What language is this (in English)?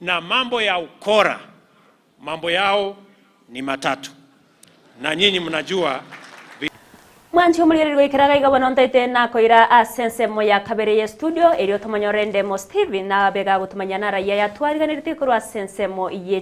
Gusii